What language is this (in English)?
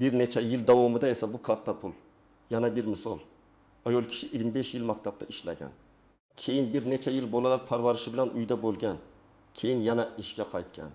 Uzbek